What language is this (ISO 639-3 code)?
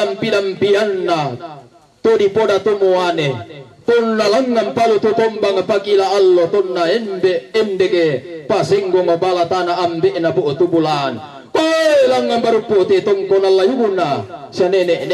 sda